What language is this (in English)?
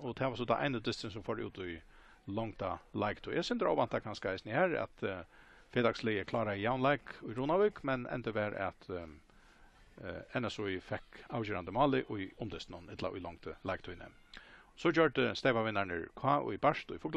Faroese